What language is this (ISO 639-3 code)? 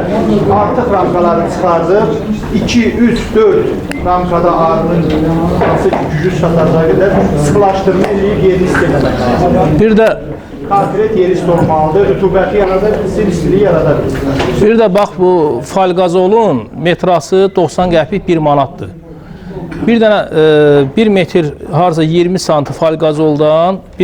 aze